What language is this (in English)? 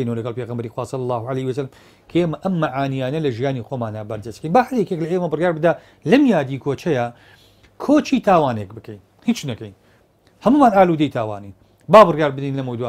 Central Kurdish